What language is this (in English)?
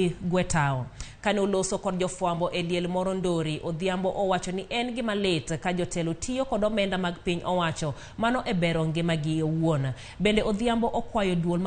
Luo (Kenya and Tanzania)